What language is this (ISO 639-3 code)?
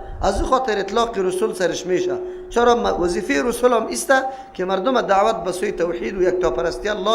fas